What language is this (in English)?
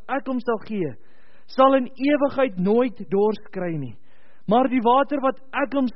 Afrikaans